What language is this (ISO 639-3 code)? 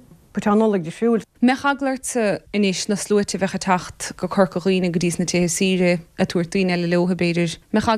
gle